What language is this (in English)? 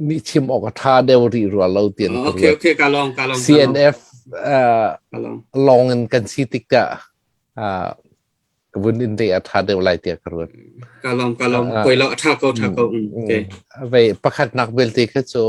Hakha Chin